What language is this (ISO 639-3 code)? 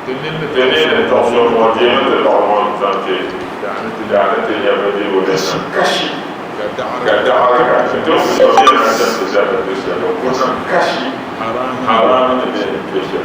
dag